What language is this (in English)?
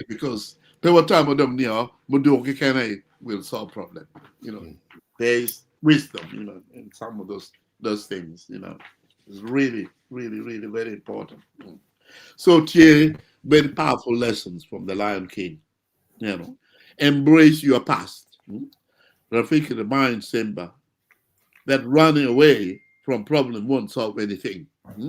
Acoli